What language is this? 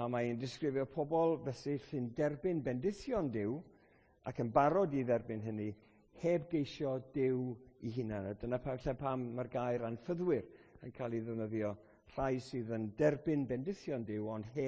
Welsh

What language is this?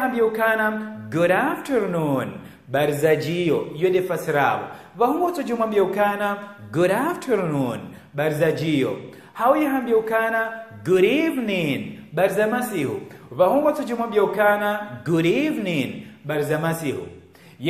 Ngazidja Comorian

